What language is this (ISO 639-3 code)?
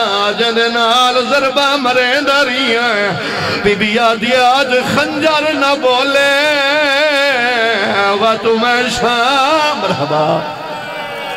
skr